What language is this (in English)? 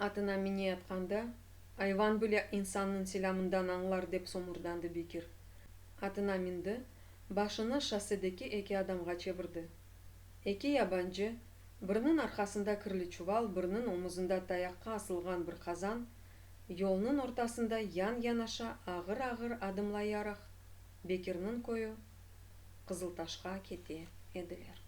Crimean Tatar